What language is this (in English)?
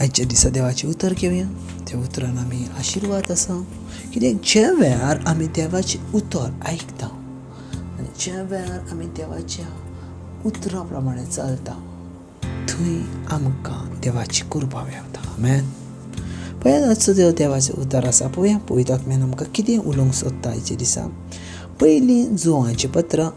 Konkani